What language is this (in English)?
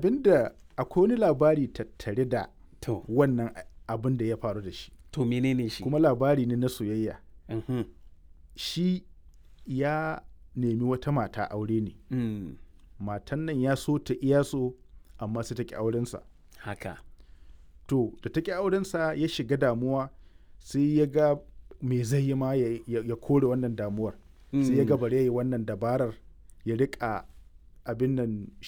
Hausa